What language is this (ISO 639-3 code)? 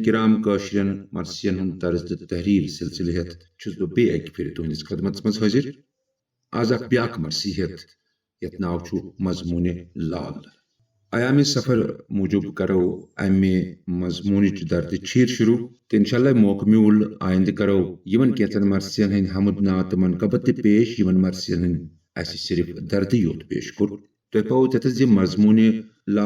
kas